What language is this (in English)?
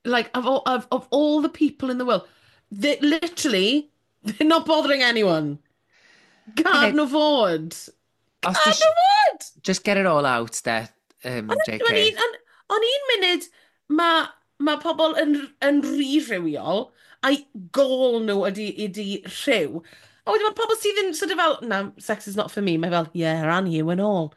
Welsh